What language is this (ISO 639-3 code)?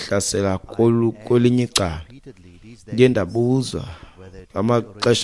xho